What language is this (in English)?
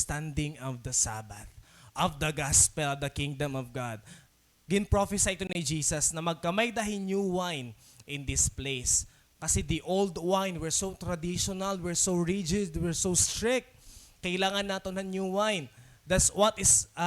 Waray